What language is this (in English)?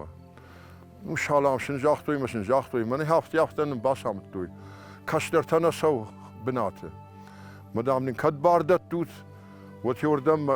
Ossetic